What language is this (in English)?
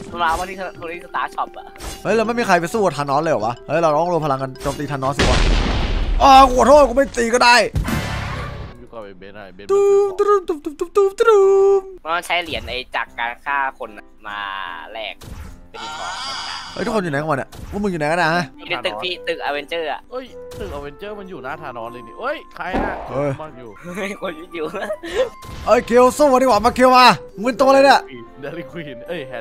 Thai